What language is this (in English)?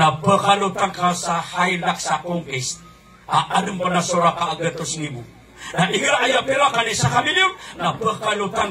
Maranao